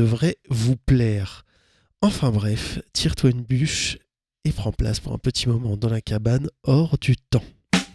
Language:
French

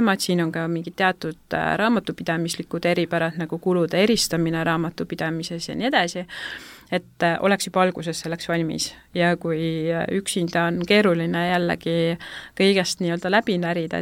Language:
Estonian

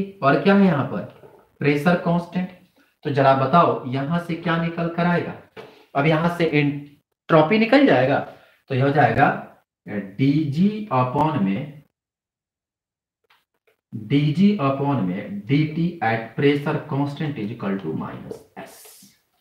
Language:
Hindi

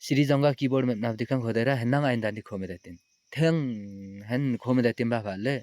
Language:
Limbu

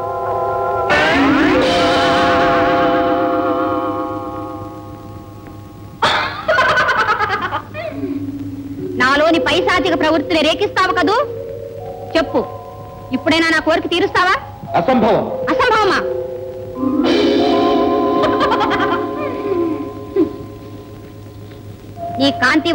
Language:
Telugu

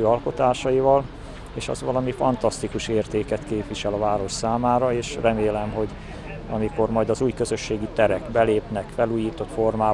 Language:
Hungarian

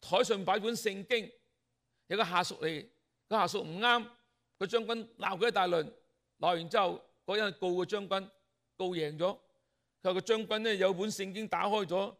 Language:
Cantonese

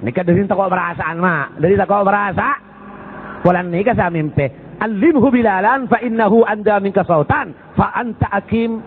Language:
Madurese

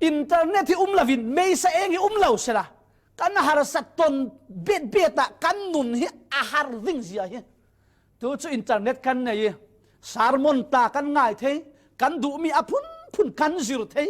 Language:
Falam Chin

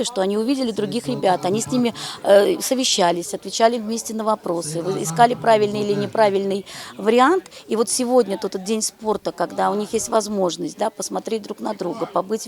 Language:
Tajik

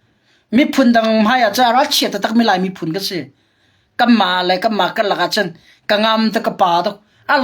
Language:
Hakha Chin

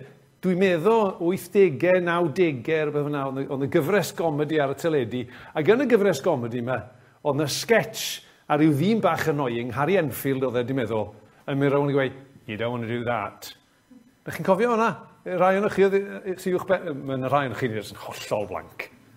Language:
Welsh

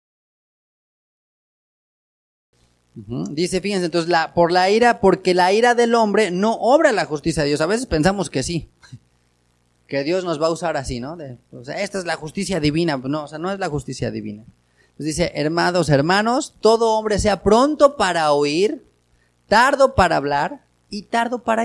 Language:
Spanish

